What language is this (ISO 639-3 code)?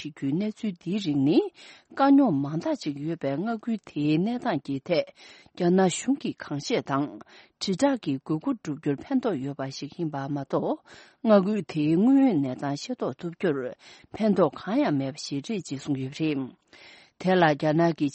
bod